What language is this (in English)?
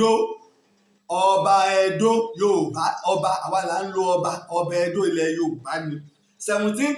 Yoruba